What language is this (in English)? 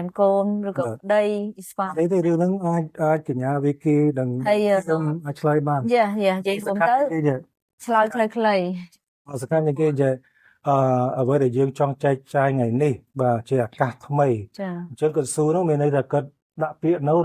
Khmer